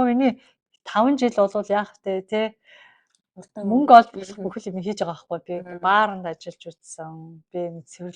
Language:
Mongolian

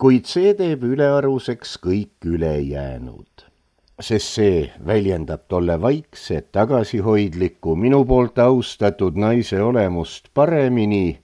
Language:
Estonian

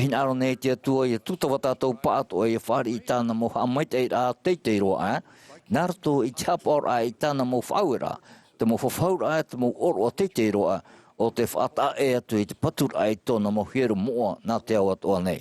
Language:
Tahitian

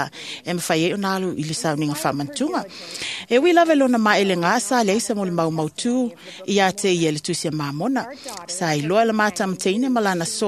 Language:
Samoan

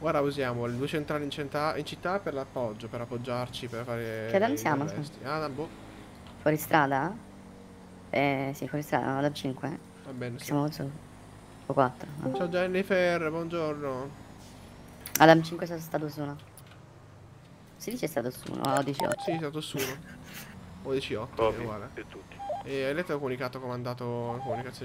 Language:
Italian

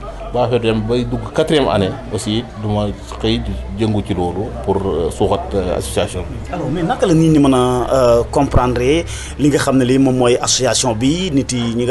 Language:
Wolof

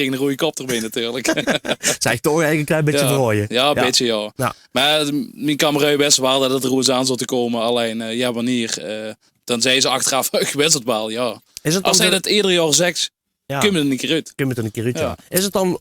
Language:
Limburgish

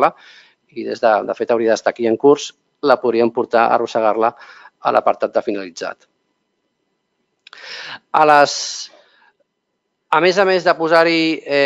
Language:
Catalan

